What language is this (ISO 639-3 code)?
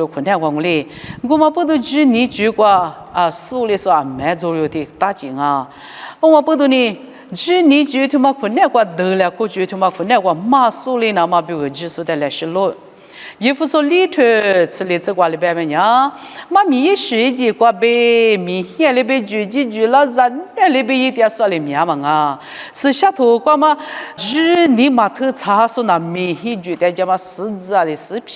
lis